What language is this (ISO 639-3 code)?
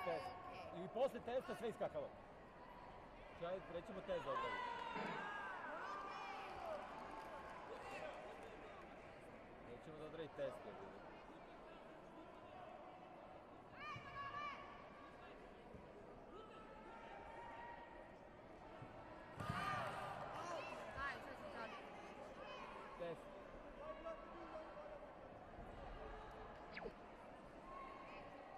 hrv